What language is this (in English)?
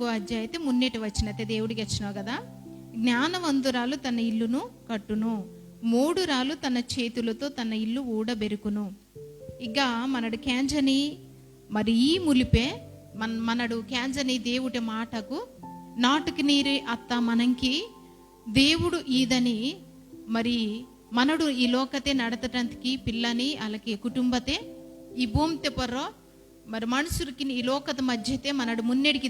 Koya